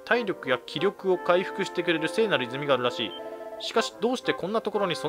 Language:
Japanese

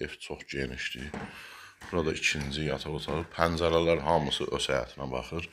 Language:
Azerbaijani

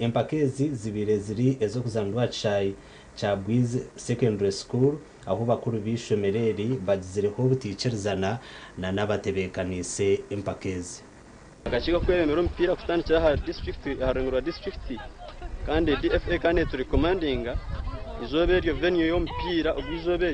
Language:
Nyankole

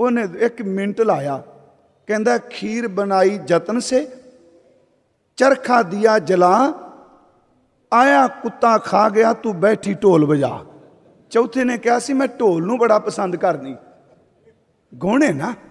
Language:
Punjabi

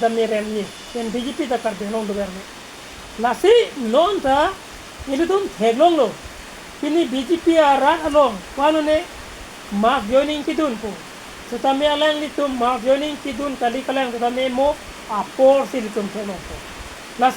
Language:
Karbi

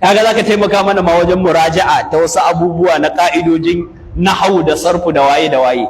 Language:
Hausa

